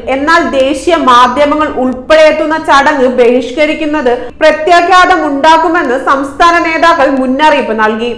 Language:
Malayalam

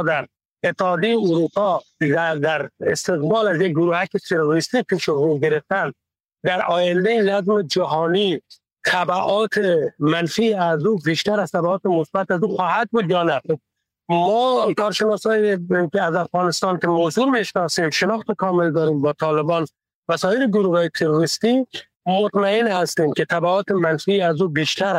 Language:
Persian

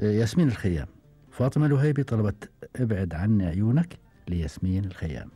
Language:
Gulf Arabic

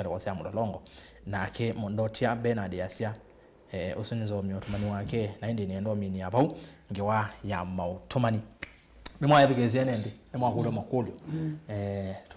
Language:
Kamba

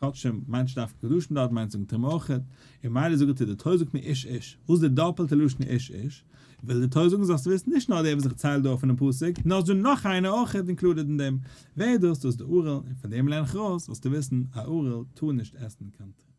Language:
Yiddish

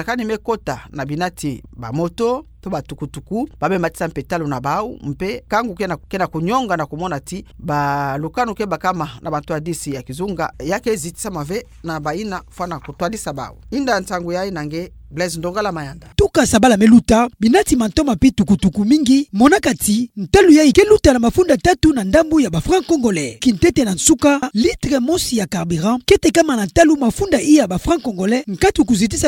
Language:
Kituba (Democratic Republic of Congo)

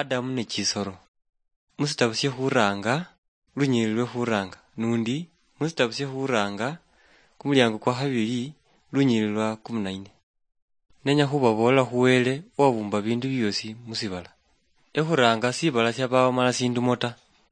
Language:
Luyia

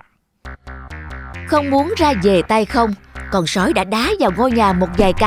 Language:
Vietnamese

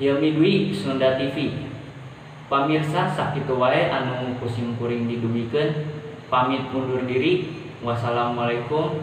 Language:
Sundanese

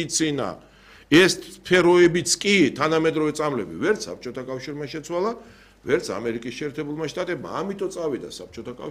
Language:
Georgian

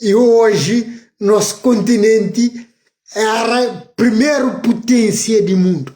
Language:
Kabuverdianu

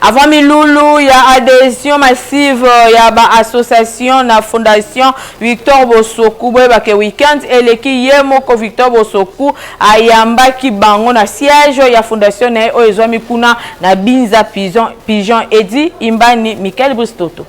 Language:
Lingala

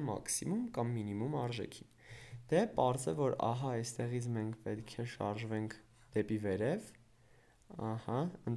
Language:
Armenian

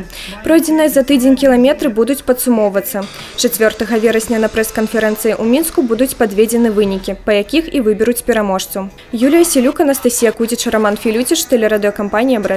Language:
Belarusian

